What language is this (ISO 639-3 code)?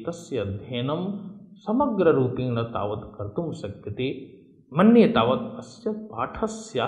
san